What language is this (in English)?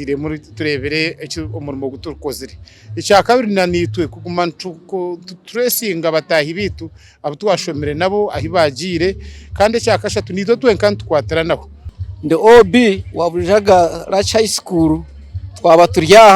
Nyankole